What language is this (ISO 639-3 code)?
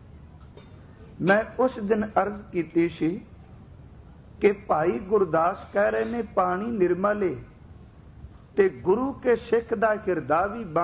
pan